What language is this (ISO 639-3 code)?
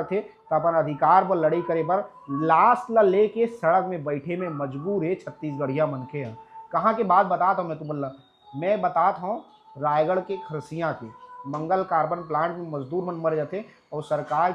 hne